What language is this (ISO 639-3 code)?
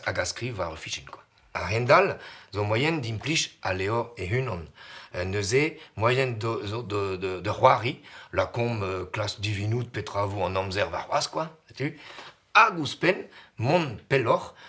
bre